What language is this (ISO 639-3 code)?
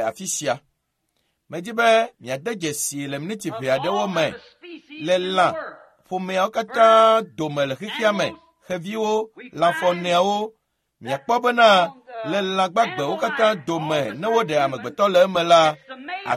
ewe